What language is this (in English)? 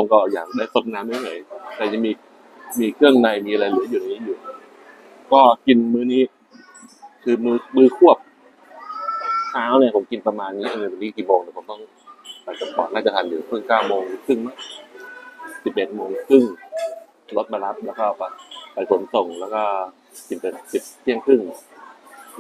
Thai